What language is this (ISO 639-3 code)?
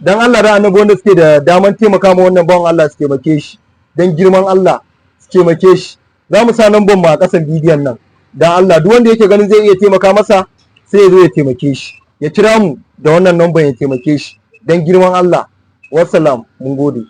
hau